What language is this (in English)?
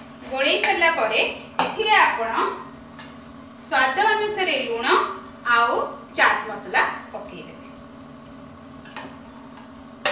Odia